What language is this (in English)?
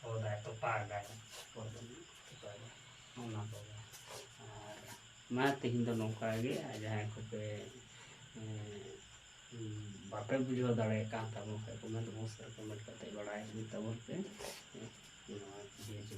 Santali